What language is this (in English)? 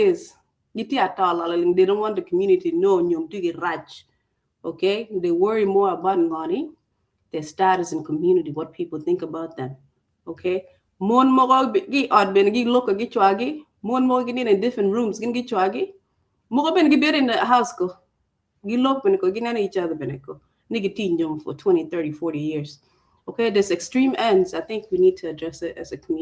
Acoli